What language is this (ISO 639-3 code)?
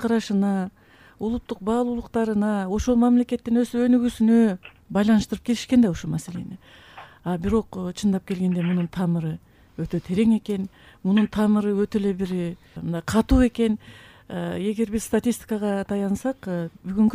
kir